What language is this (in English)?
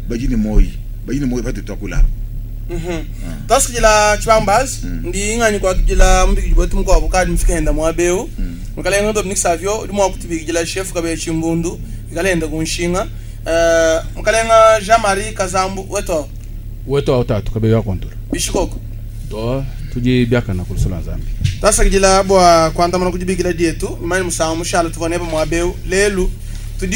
Luba-Lulua